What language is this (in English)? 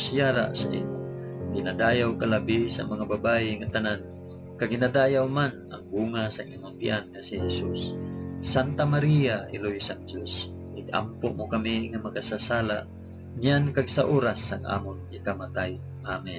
Hiligaynon